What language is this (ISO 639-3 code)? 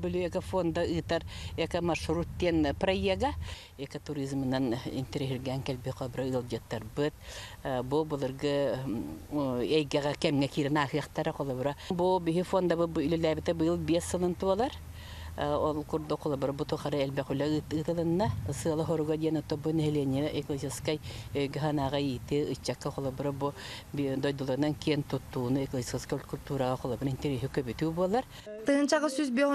sah